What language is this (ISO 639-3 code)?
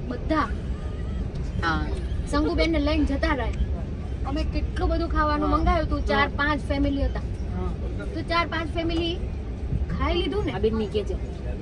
guj